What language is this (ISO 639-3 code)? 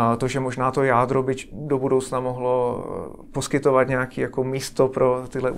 ces